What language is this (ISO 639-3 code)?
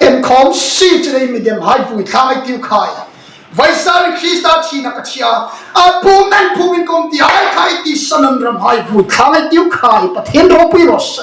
hmr